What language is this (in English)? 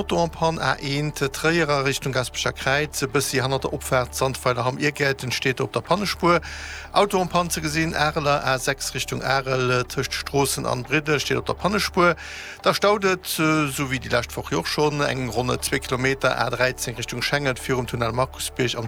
Luxembourgish